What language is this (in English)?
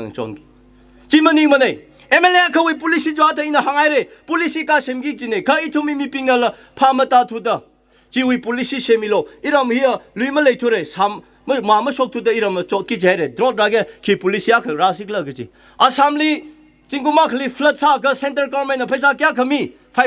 Tangkhul Naga (India)